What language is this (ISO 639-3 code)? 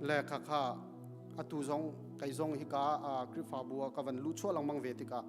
cnh